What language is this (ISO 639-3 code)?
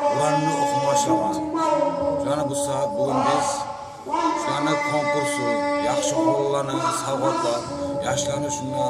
kum